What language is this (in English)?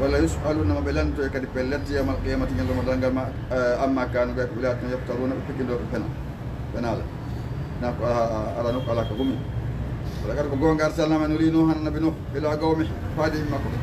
Fula